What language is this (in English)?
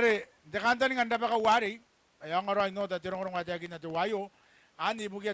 Gilbertese